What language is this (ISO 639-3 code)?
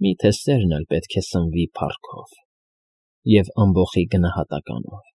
hye